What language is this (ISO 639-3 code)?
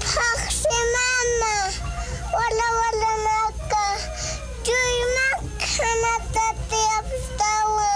aym